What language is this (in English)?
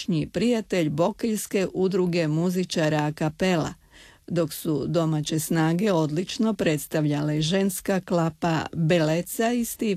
Croatian